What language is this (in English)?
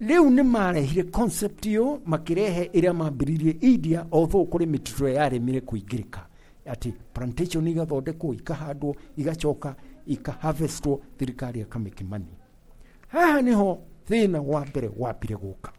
Kikuyu